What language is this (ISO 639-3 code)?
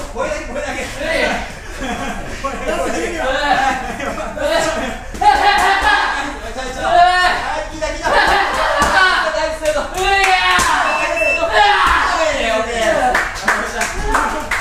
jpn